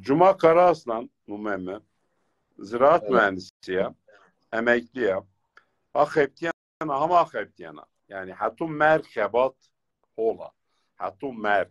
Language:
Zaza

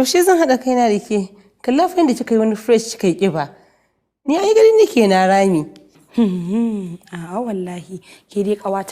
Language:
Hausa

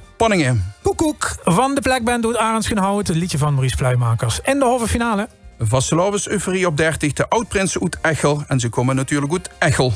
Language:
Limburgish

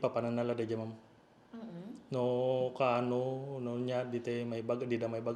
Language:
Iloko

